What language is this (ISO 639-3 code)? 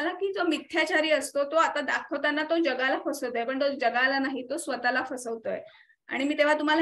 mar